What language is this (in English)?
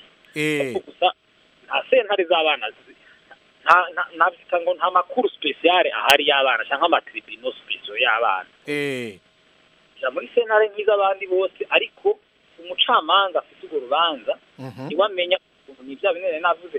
Kinyarwanda